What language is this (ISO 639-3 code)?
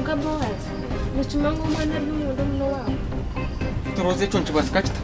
nyn